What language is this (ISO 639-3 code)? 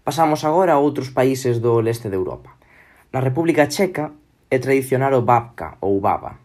glg